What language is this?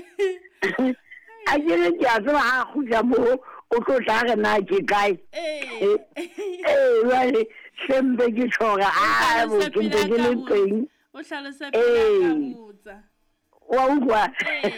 Southern Sotho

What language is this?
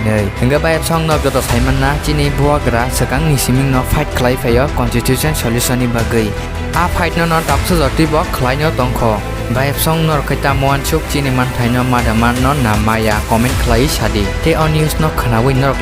Kok Borok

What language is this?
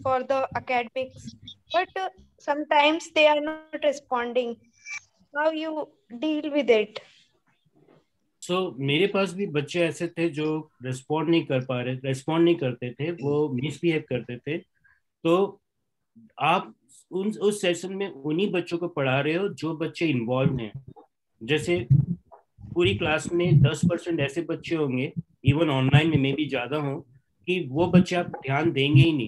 Hindi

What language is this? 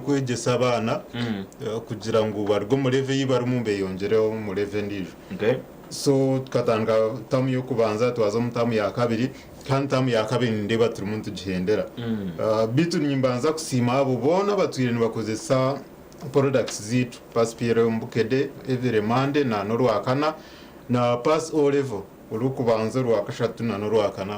Nyankole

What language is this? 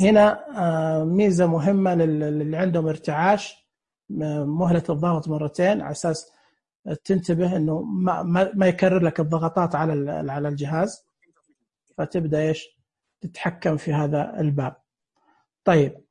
Najdi Arabic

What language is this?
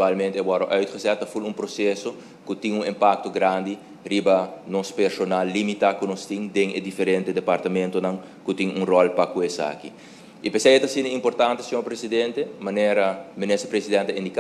Papiamento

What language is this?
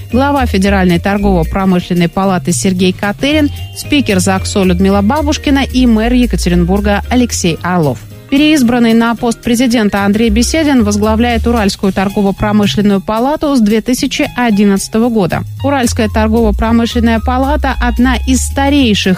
Russian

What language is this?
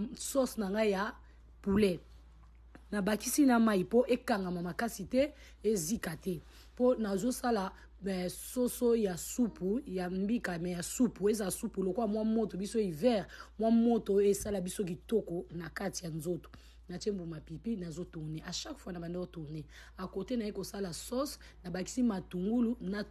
Lingala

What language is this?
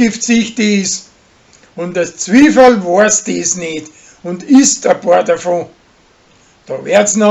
Bavarian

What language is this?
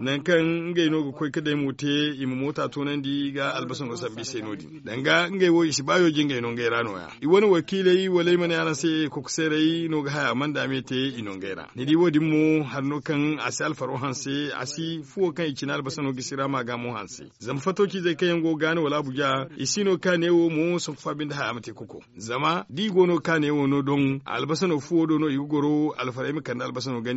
Zarma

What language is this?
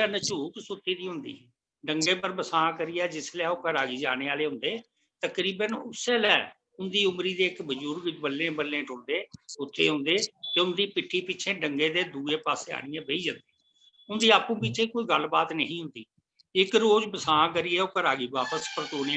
Dogri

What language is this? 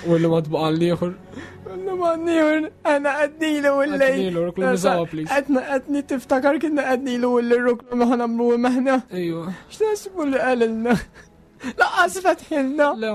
Maltese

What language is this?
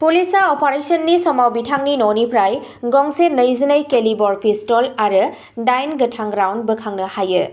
Bodo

